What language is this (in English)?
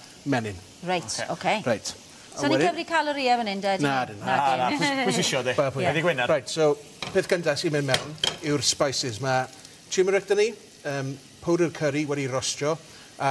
Welsh